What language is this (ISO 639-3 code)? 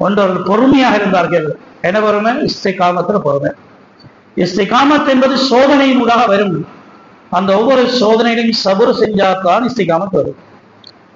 tam